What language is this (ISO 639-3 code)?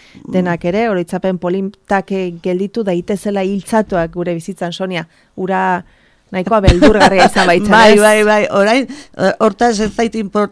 eus